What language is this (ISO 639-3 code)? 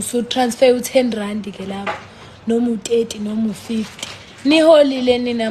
zul